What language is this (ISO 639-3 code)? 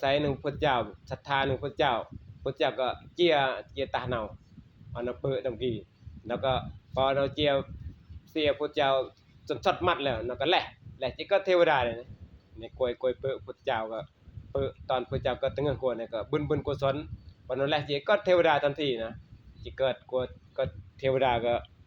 tts